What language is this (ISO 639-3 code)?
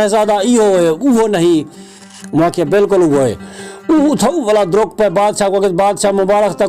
skr